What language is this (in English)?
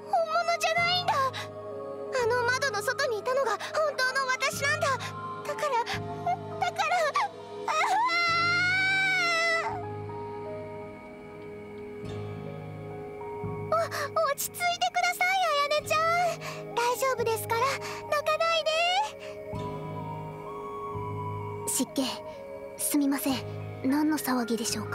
Japanese